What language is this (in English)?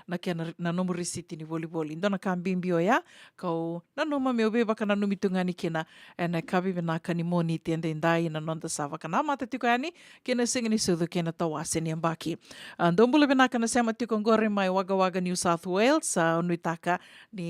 Fijian